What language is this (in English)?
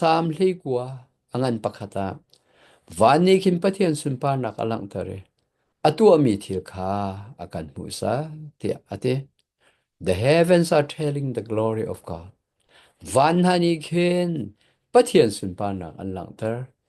Hakha Chin